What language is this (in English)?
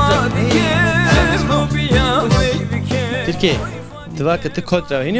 Zaza